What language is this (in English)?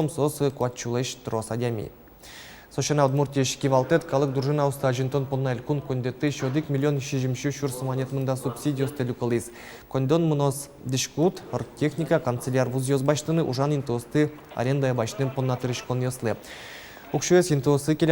Udmurt